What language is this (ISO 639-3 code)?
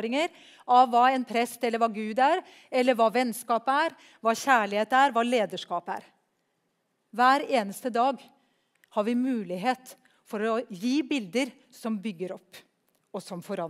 nor